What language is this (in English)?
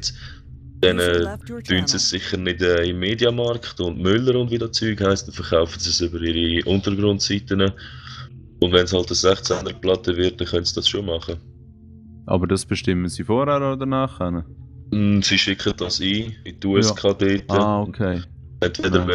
Swiss German